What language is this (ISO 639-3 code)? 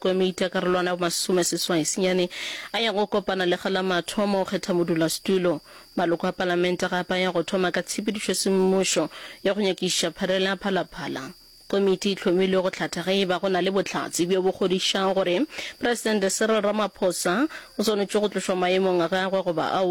nso